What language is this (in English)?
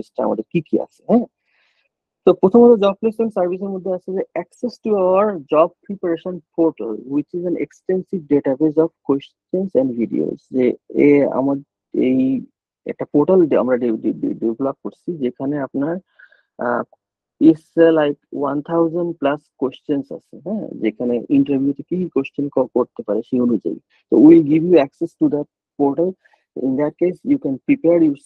Bangla